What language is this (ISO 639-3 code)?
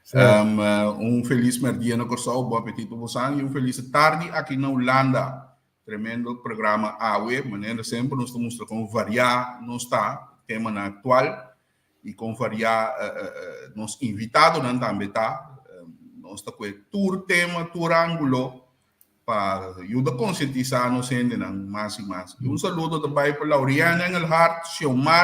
pap